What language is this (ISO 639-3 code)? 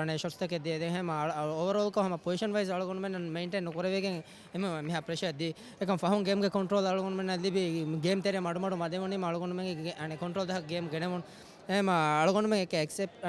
div